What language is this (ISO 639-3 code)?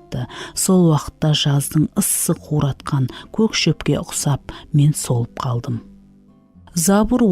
kaa